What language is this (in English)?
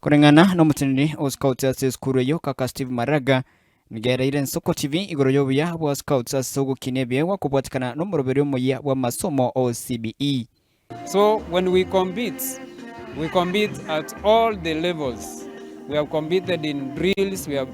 Gusii